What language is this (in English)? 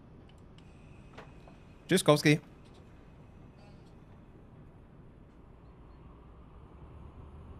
German